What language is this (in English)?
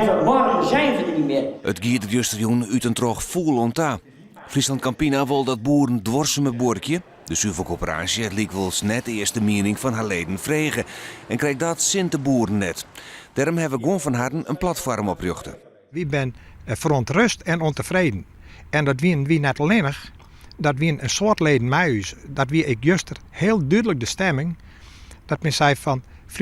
Western Frisian